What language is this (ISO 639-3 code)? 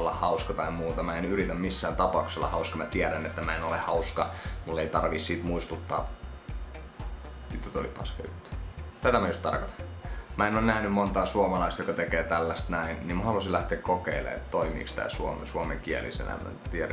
fin